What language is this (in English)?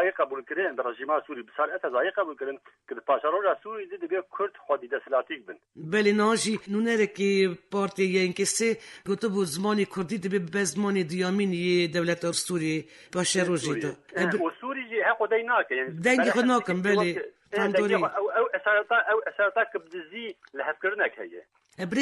Kurdish